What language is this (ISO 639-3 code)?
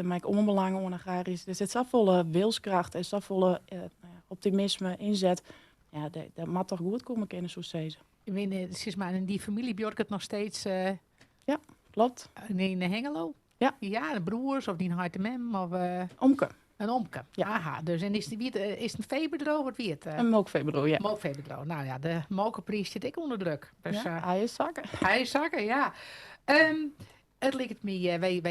fry